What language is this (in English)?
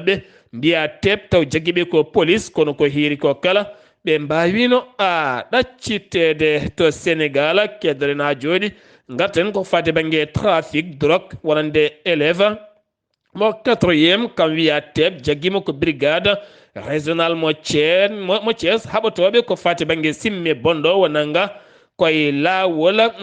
Fula